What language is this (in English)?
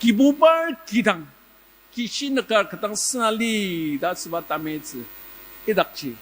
Ao Naga